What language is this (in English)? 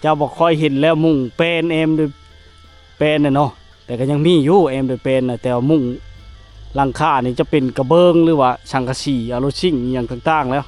Lao